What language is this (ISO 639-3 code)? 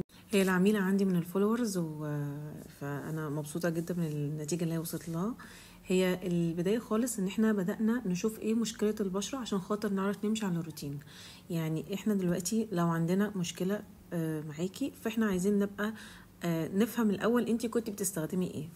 arz